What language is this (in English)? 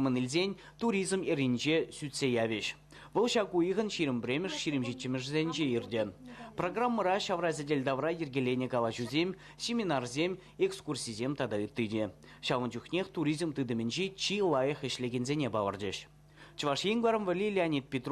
Chuvash